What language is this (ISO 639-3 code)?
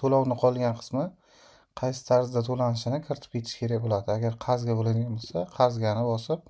uzb